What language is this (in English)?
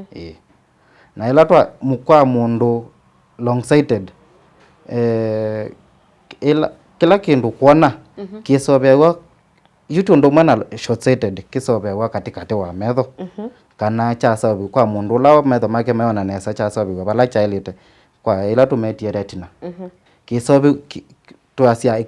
Kamba